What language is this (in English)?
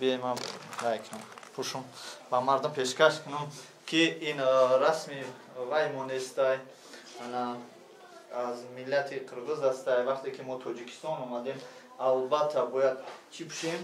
Tajik